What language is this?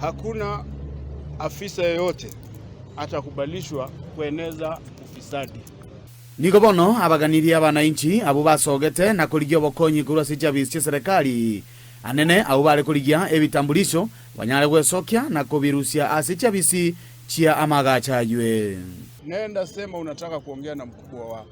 Gusii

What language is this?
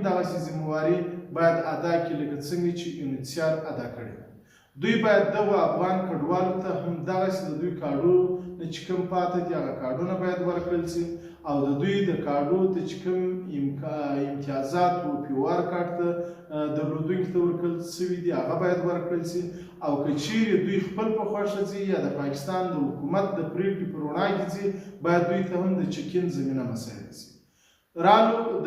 Pashto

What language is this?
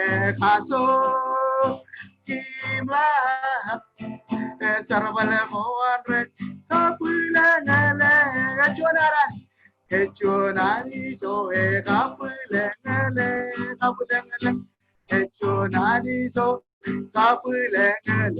Marshallese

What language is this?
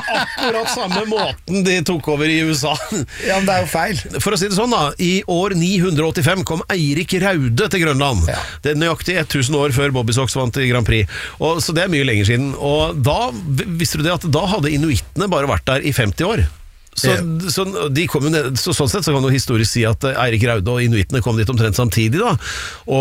Norwegian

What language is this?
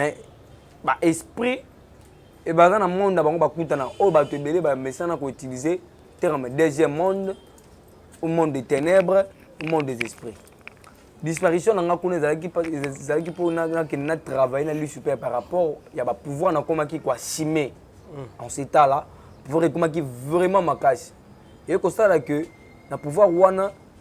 Lingala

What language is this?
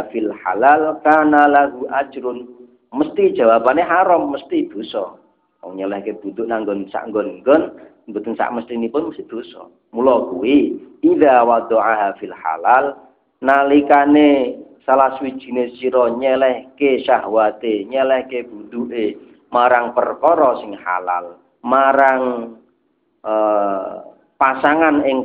Javanese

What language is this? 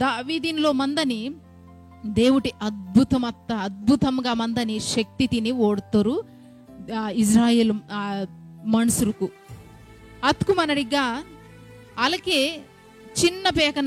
Koya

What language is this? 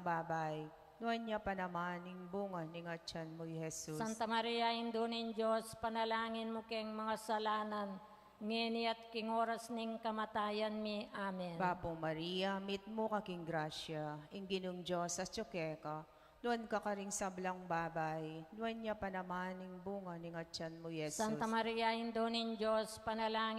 Pampanga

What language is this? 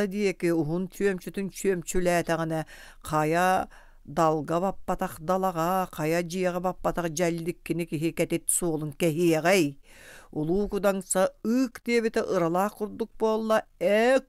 Yakut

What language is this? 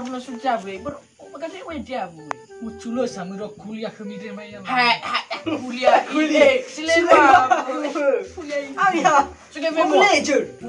Nias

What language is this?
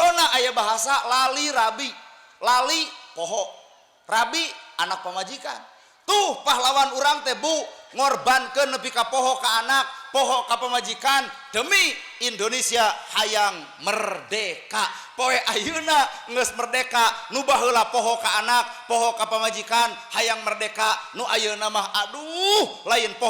Sundanese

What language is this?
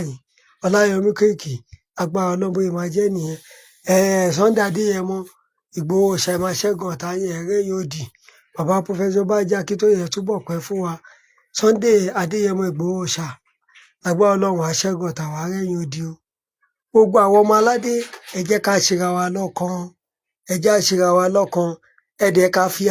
Yoruba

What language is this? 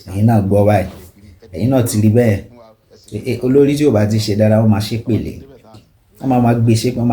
Yoruba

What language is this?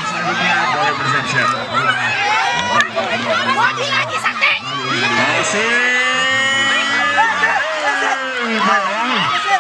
Indonesian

